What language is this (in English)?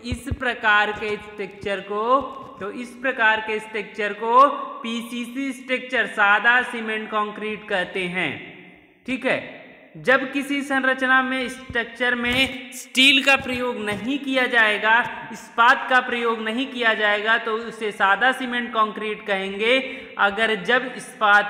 Hindi